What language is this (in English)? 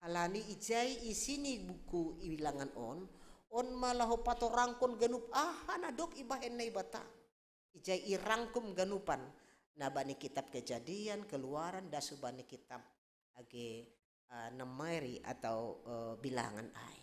Batak Simalungun